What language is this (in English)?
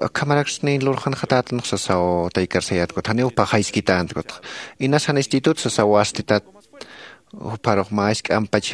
Aymara